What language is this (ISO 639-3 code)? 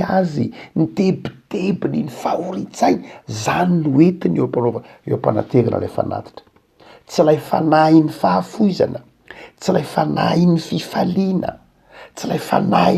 mlg